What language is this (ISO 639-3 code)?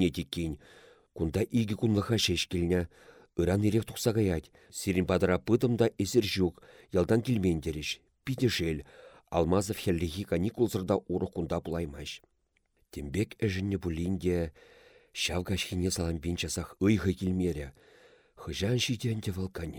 chv